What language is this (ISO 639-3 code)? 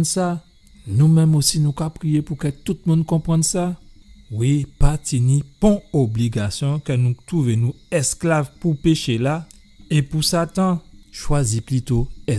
gcf